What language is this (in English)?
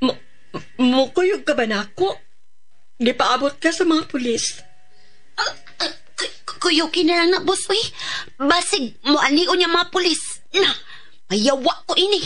Cebuano